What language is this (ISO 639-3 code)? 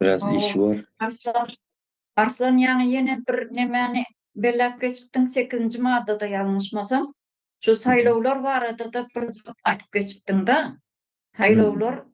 tuk